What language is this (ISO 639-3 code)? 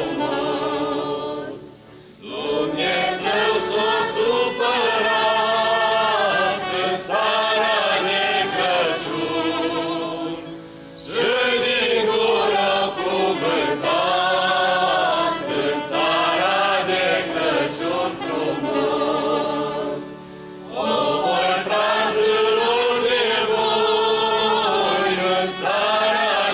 ron